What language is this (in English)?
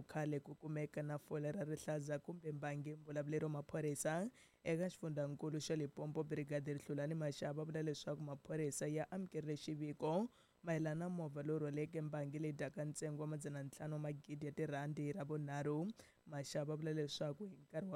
Tsonga